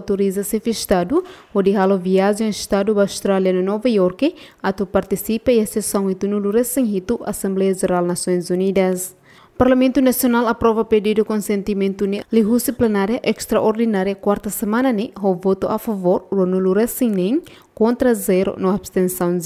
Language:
Tetum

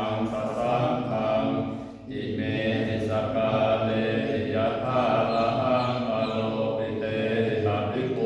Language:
Pali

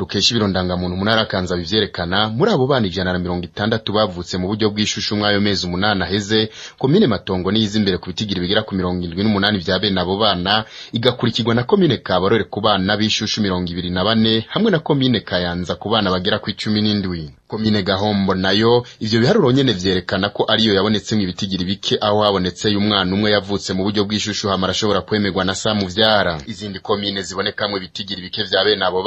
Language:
Rundi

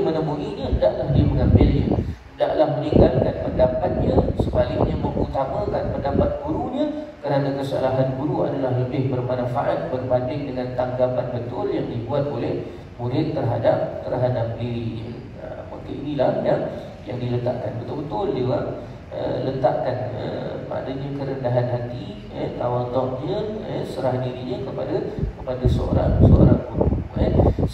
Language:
Malay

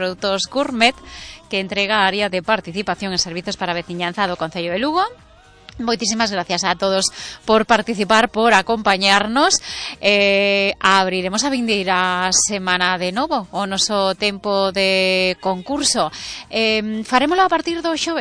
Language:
Galician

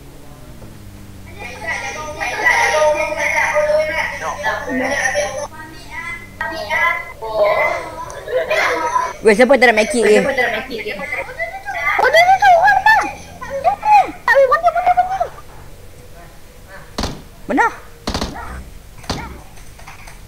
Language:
Malay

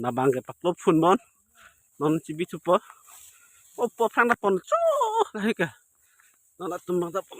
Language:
Karbi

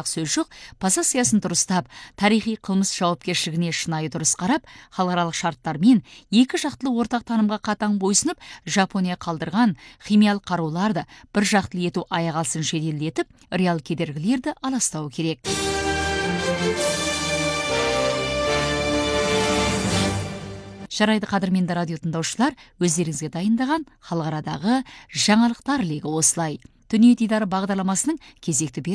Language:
Kazakh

